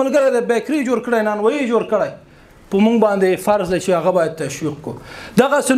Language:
Pashto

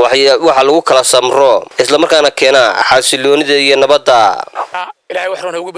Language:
Somali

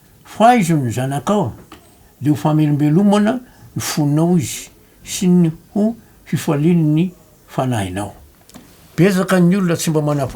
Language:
Malagasy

